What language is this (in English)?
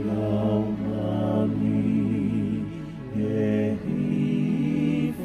Tongan